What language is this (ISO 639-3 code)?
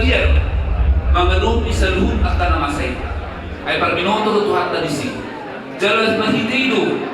bbc